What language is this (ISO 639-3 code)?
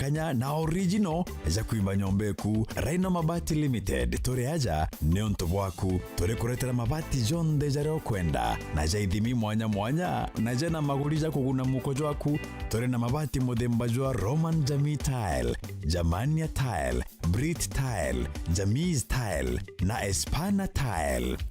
mer